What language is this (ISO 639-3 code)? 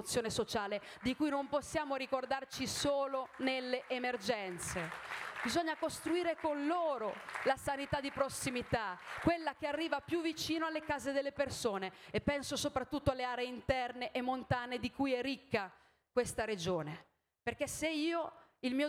ita